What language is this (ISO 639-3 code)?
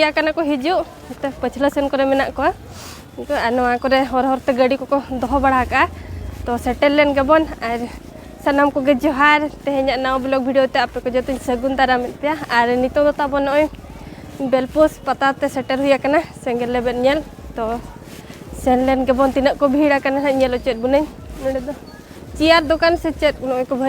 sat